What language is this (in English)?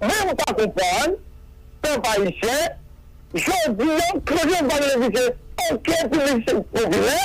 Haitian Creole